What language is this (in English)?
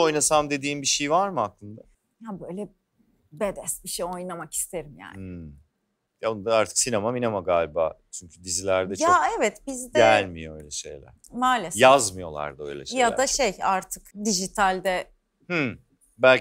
Turkish